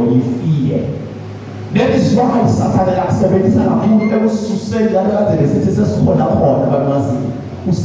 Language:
Zulu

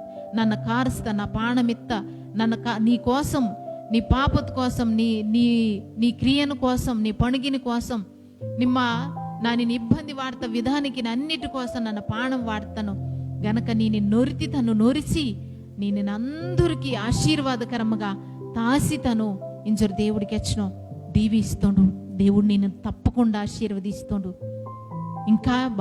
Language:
Koya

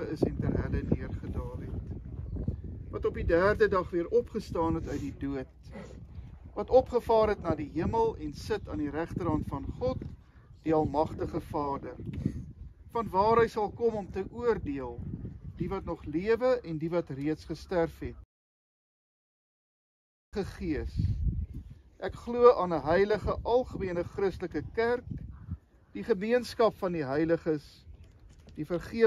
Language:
Afrikaans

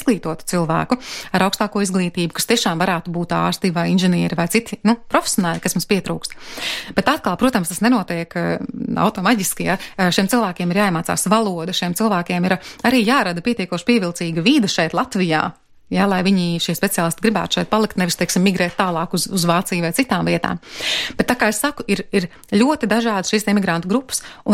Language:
Latvian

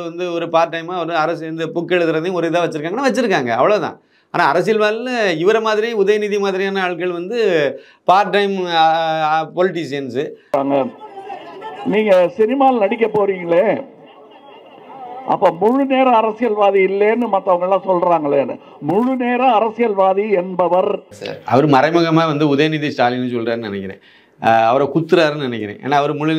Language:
Tamil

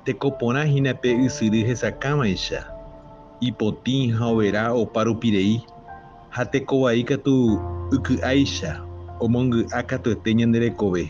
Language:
Guarani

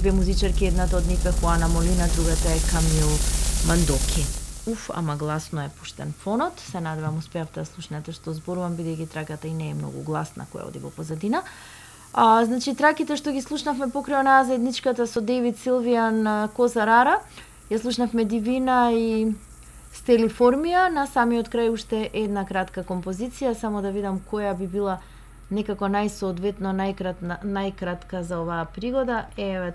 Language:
Macedonian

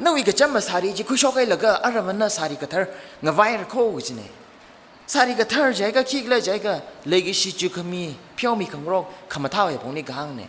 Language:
Tangkhul Naga (India)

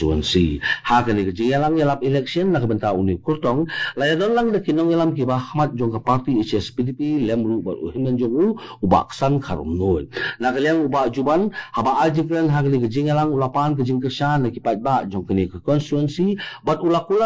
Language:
Khasi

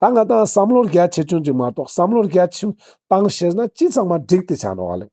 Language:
Ladakhi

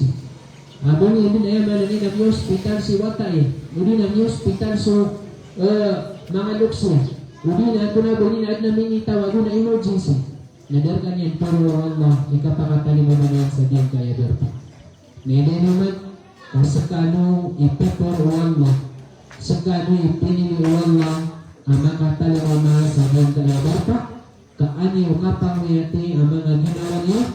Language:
Maranao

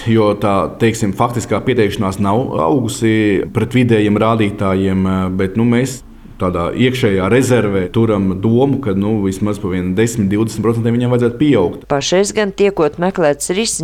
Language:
Latvian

